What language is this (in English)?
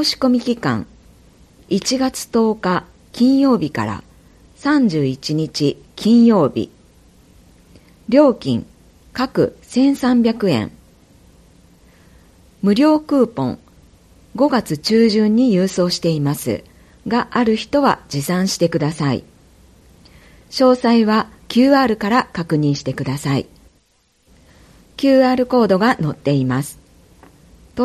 Japanese